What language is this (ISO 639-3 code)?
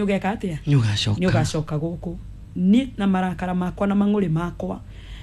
kik